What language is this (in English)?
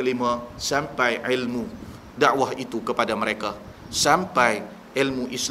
Malay